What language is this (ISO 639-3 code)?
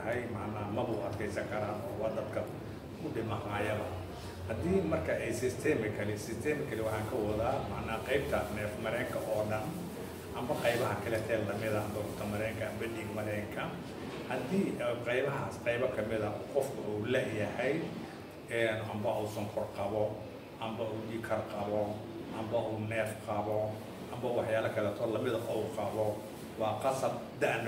som